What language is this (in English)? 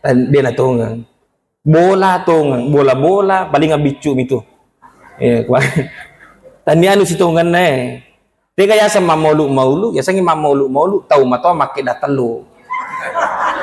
Buginese